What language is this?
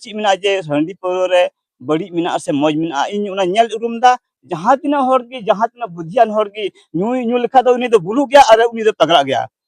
Santali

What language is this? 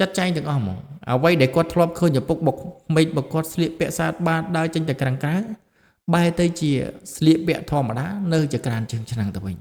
Khmer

